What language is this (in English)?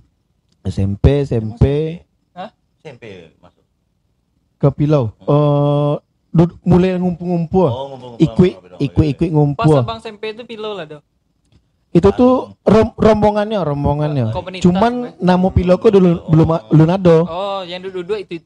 Minangkabau